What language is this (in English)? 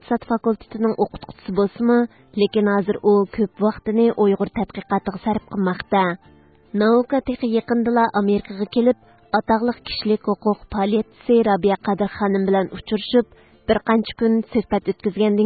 Uyghur